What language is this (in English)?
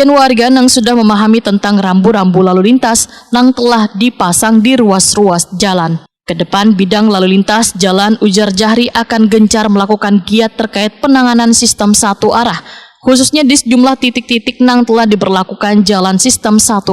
Banjar